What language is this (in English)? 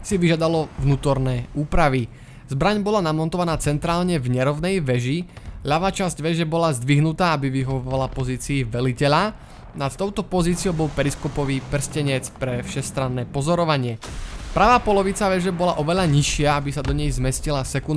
Slovak